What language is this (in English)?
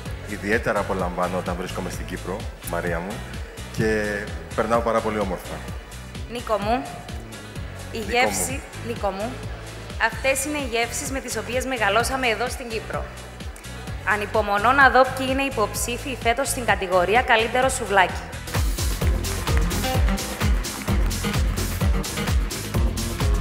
Greek